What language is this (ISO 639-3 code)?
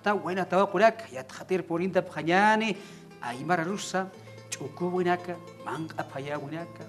aym